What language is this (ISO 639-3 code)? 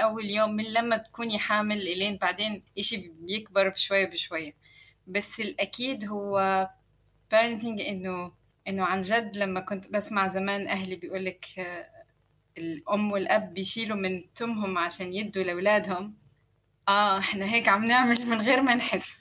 apc